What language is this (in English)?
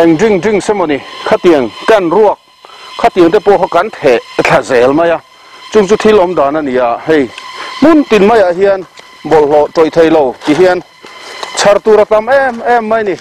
Mizo